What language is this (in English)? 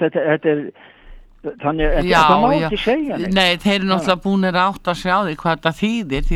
Icelandic